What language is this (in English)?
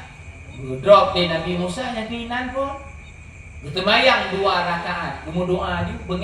Achinese